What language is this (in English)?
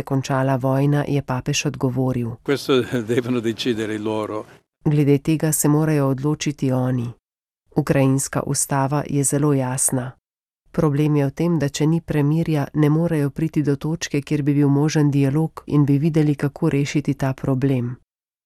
Slovenian